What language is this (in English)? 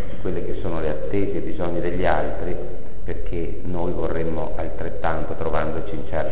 Italian